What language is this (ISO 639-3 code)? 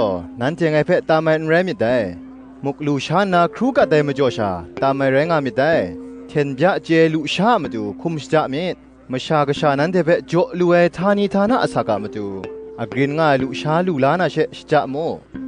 kac